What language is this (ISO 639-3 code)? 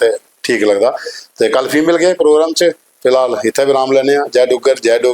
doi